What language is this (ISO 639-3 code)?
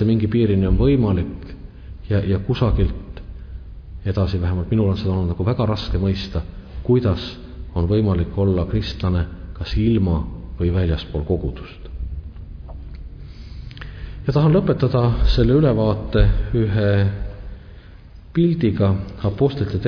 est